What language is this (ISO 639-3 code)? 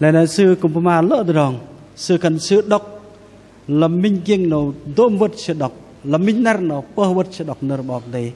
bdq